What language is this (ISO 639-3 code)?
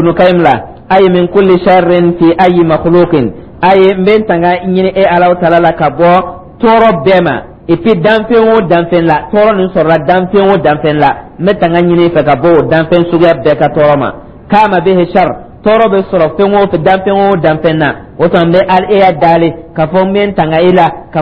dyu